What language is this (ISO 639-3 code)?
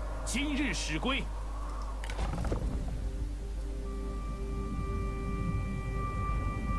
zho